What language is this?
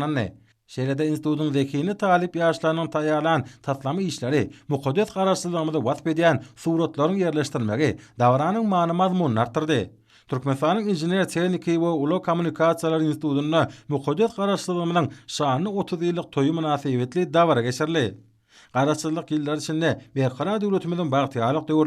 Turkmen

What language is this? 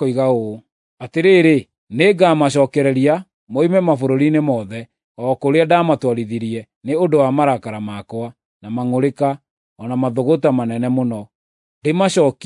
Kikuyu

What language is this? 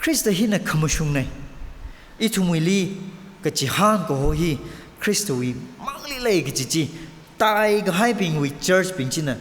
Tangkhul Naga (India)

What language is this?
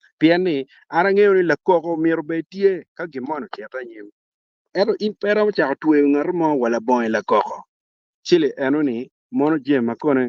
Acoli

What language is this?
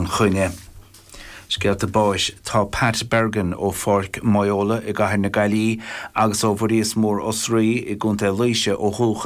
Irish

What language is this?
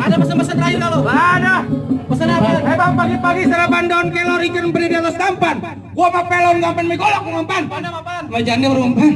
Betawi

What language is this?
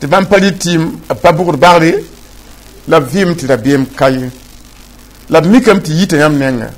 Mossi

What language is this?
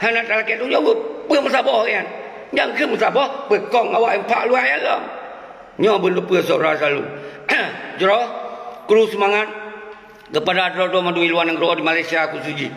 Achinese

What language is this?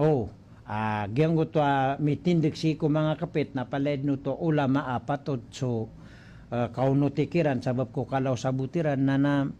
Maranao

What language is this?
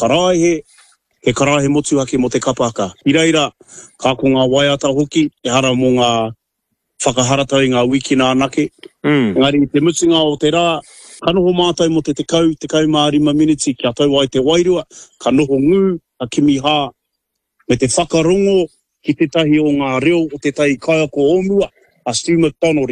Māori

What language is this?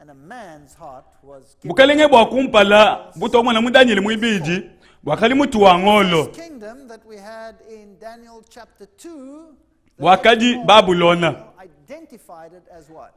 Luba-Lulua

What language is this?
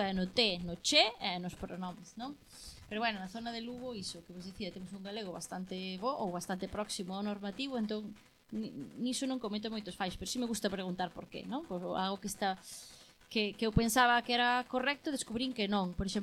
Galician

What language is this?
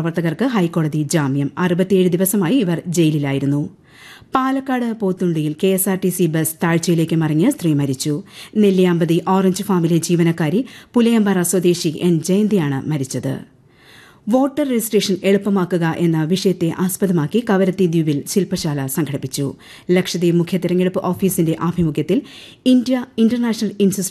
Malayalam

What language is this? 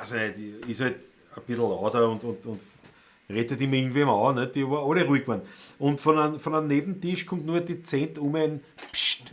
Bavarian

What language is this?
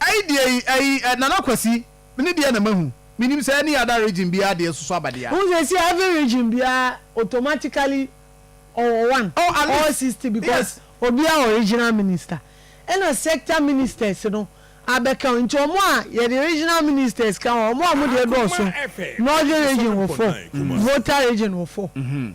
Akan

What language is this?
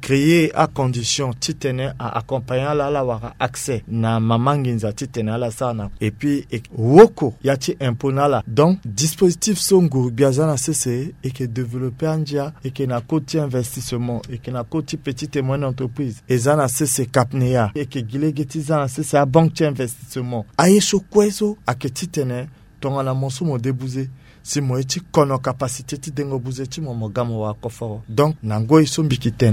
Sango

